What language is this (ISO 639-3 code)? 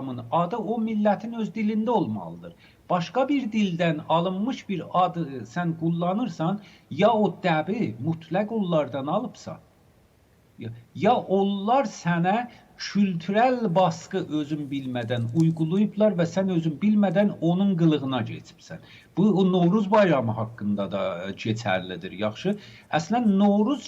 aze